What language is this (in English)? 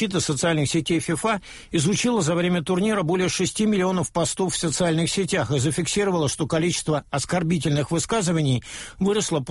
Russian